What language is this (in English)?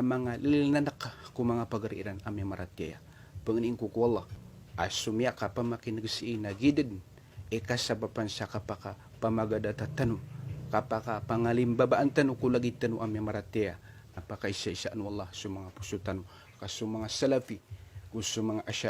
Maranao